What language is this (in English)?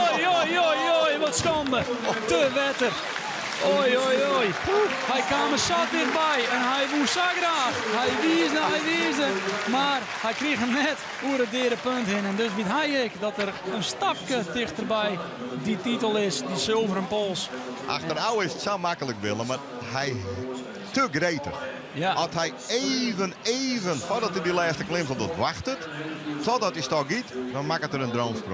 Western Frisian